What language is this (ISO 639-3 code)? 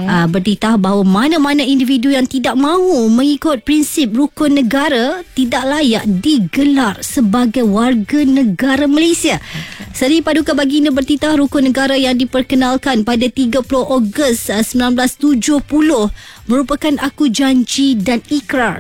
msa